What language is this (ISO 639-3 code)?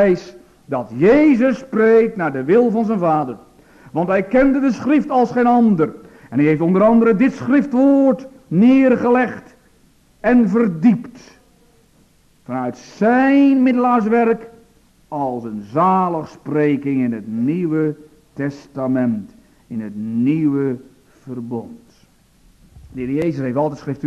nld